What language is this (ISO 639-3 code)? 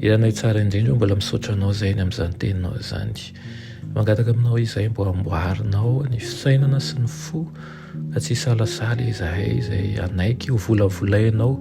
mlg